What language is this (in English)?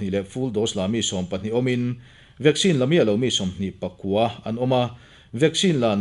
Mizo